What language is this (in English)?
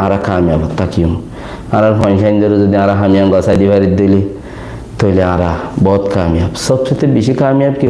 Rohingya